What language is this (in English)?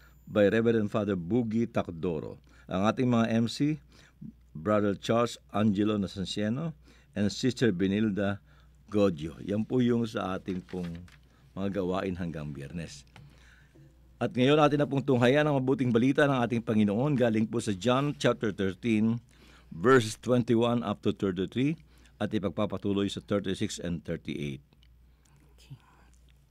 Filipino